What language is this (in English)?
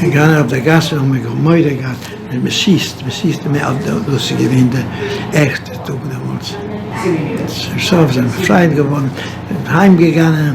Yiddish